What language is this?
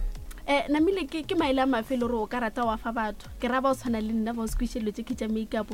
Northern Sotho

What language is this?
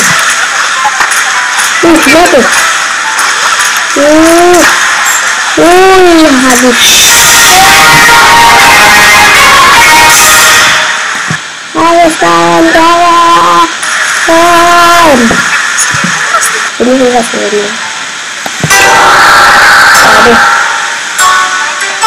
Indonesian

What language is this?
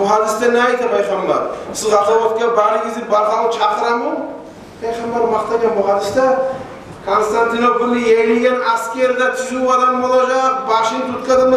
Kumyk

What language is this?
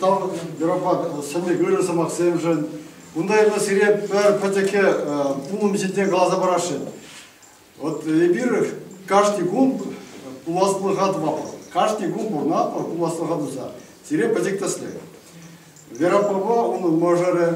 Chuvash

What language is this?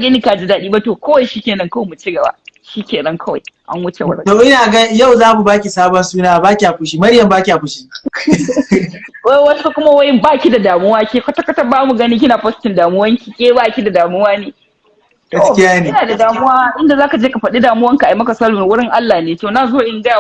Hausa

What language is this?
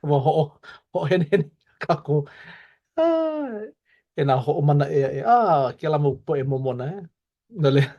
Hawaiian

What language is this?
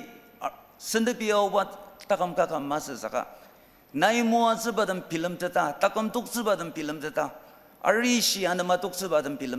Ao Naga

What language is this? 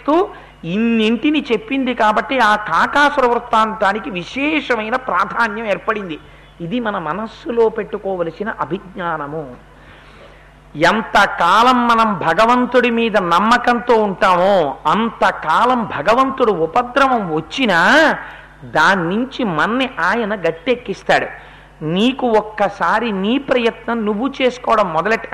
Telugu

